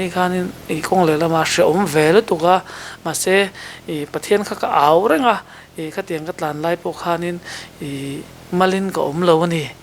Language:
Mizo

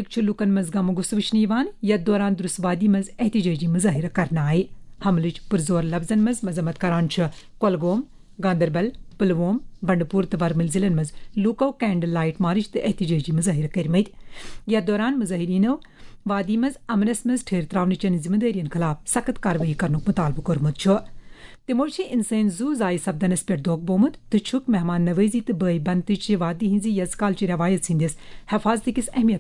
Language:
Kashmiri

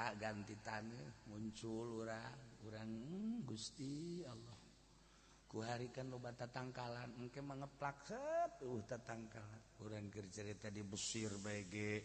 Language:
Sundanese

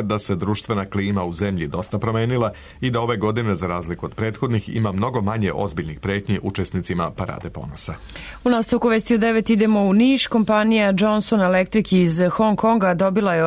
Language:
Serbian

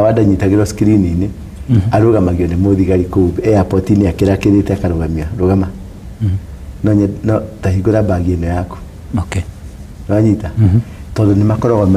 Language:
Kikuyu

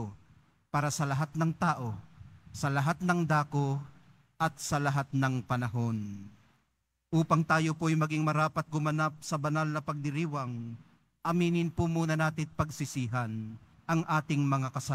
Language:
Filipino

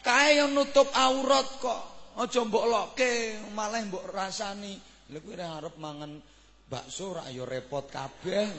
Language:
Javanese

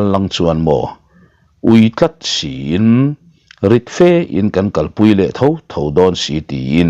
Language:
Mizo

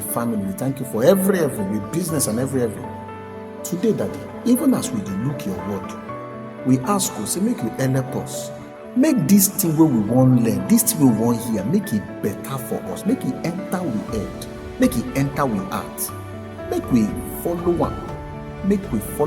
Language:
Nigerian Pidgin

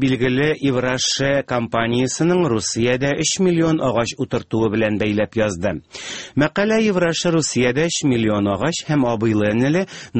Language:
Tatar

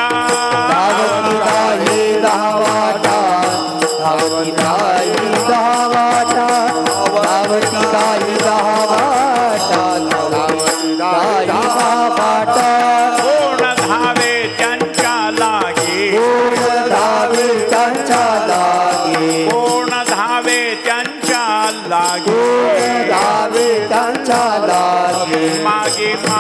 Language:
Marathi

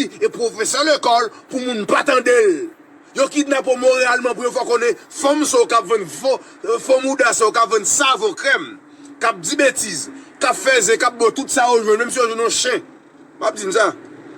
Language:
Haitian Creole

